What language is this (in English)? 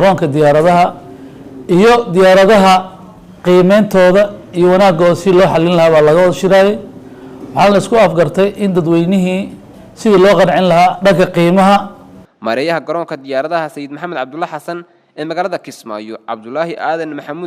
Somali